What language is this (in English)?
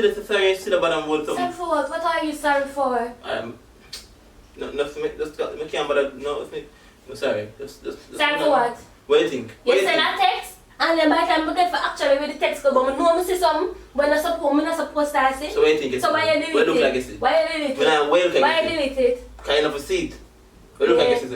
Jamaican Creole English